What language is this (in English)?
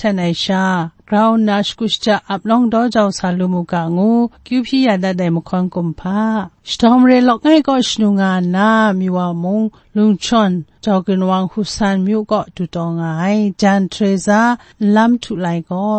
Kachin